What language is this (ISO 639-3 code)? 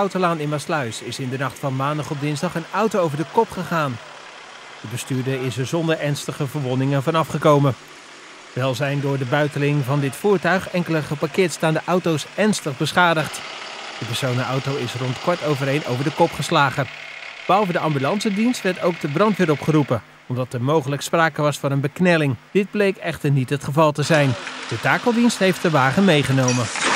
nld